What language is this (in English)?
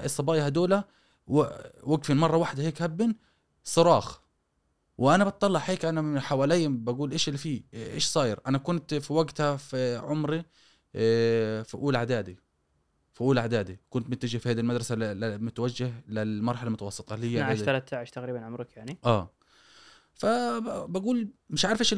Gulf Arabic